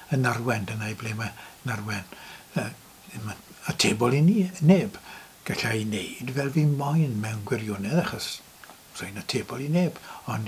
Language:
Welsh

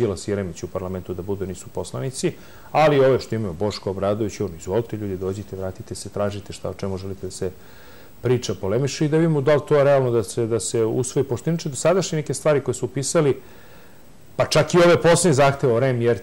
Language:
Serbian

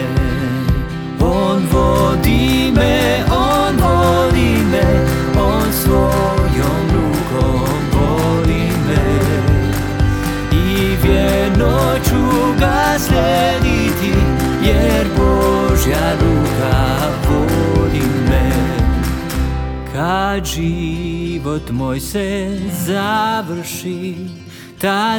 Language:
Croatian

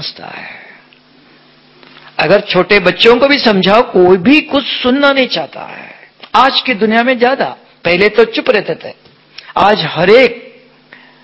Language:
Hindi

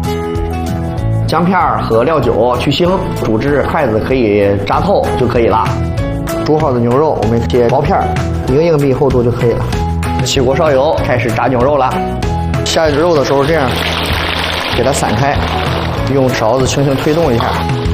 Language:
Chinese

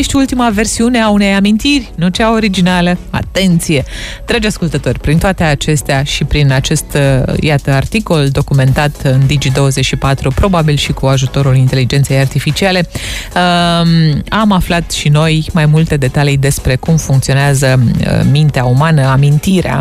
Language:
Romanian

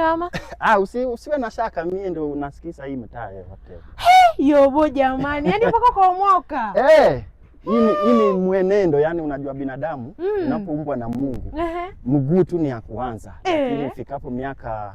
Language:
Swahili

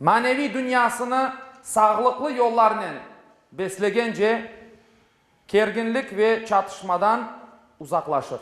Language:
Crimean Tatar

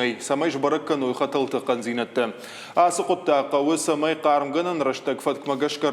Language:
Ossetic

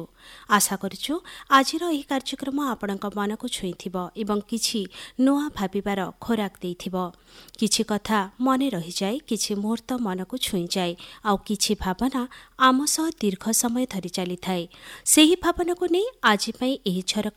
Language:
Odia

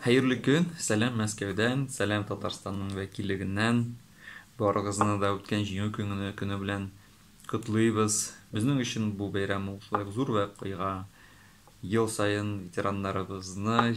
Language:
Tatar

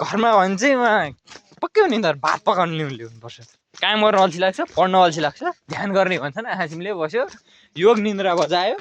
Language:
Nepali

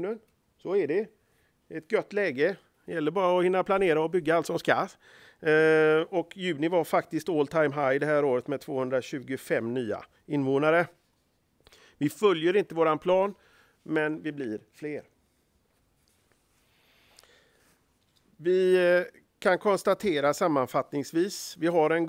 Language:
Swedish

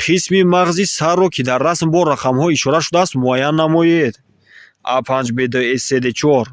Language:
Tajik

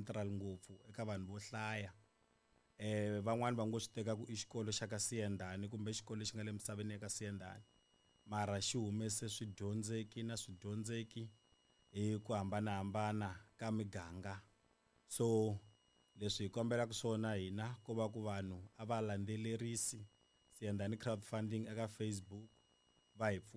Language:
Tsonga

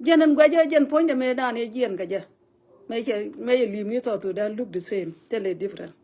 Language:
Nuer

